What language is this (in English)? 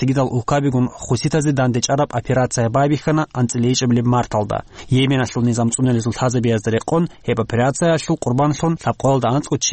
Avaric